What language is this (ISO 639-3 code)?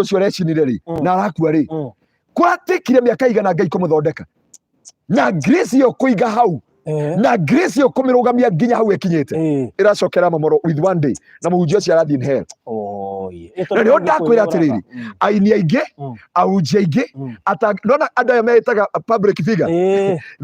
kik